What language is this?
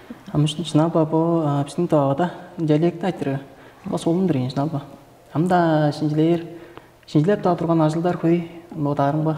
Tuvinian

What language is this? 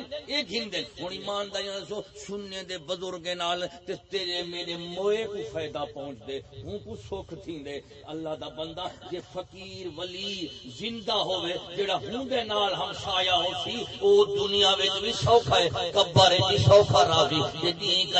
Saraiki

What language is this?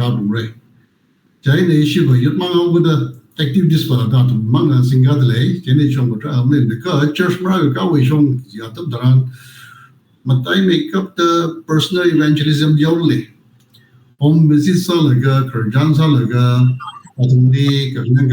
Tangkhul Naga (India)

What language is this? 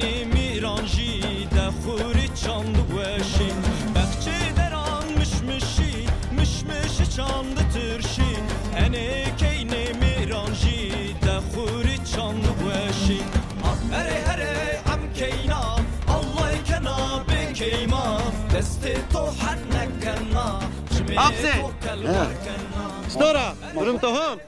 Zaza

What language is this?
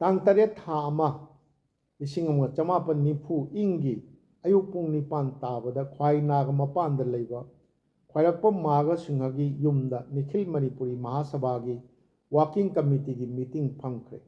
Manipuri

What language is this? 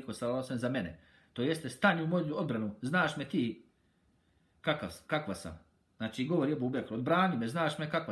Bosnian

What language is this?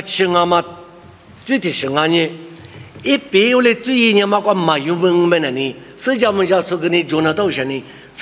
Lisu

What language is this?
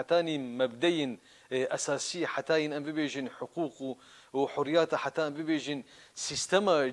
Kurdish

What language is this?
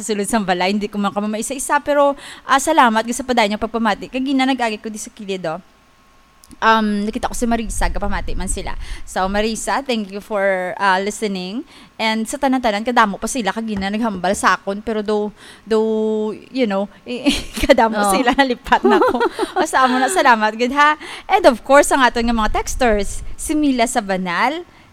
Hiligaynon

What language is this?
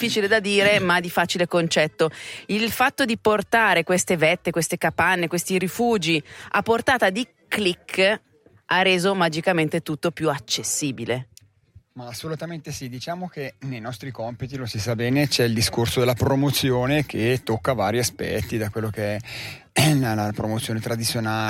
Italian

